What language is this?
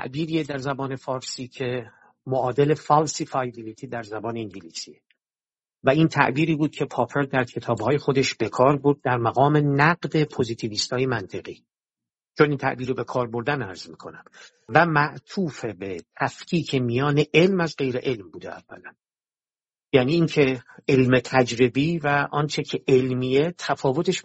Persian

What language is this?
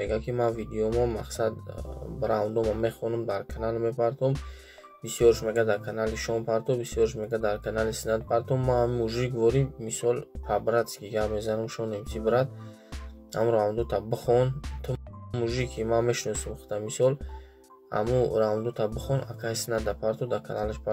Tajik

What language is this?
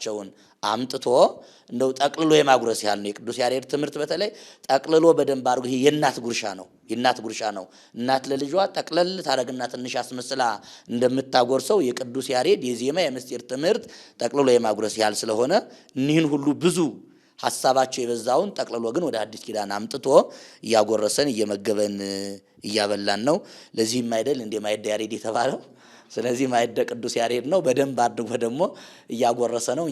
Amharic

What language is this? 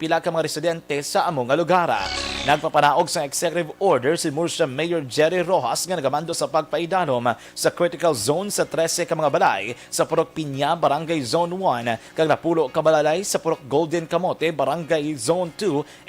Hiligaynon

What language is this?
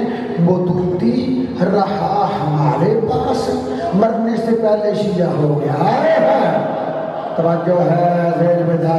Urdu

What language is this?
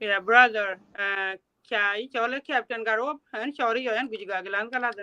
Nuer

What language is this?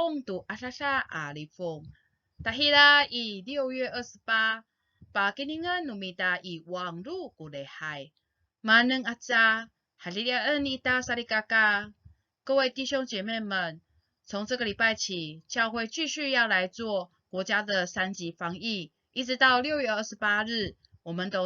Amis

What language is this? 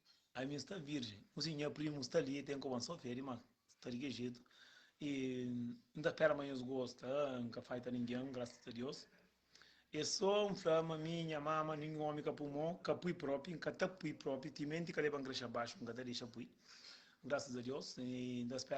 Kabuverdianu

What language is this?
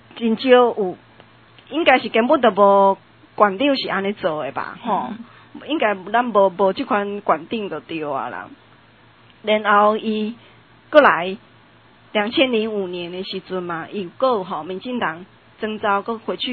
Min Nan Chinese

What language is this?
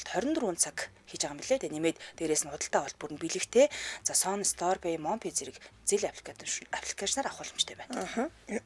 Mongolian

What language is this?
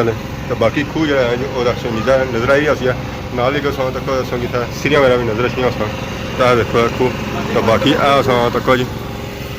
Pahari-Potwari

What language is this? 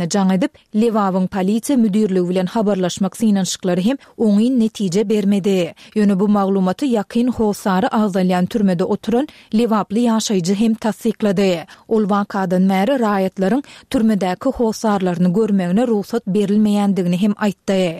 Turkmen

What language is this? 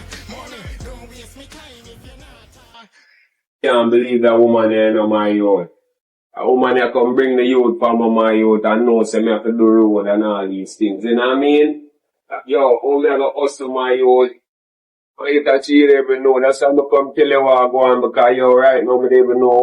Jamaican Creole English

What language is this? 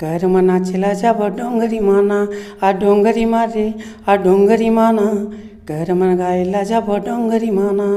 Chhattisgarhi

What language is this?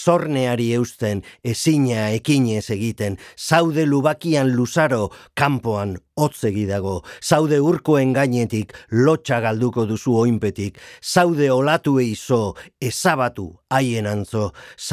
Basque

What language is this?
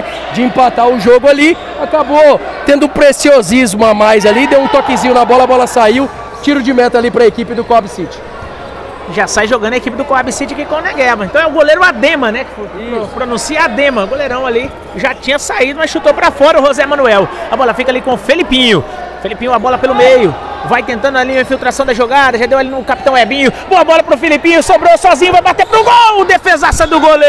Portuguese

